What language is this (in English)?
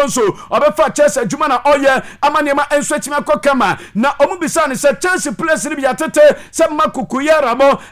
Akan